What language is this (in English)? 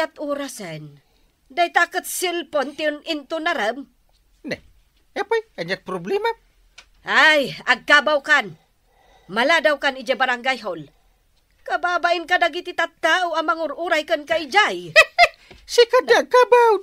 Iloko